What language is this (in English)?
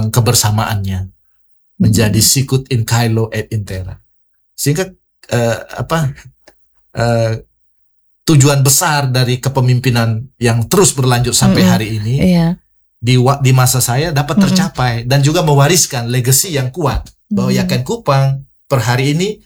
Indonesian